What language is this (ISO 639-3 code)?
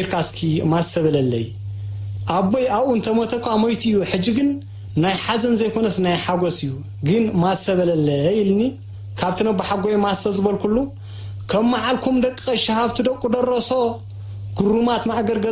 tir